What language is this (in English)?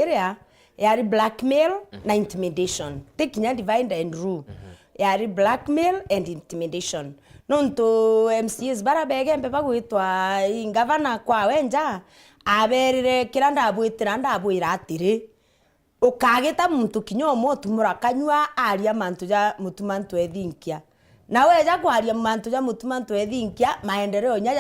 Meru